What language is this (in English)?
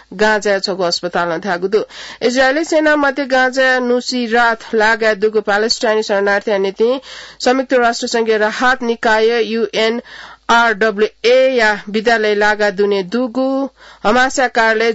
Newari